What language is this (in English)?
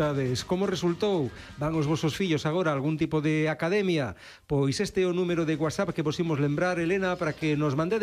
Galician